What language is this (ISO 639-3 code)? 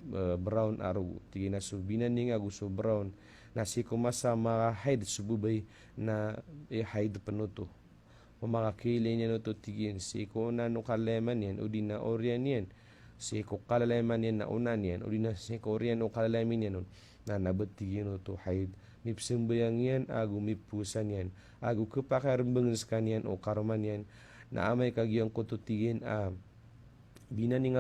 mrw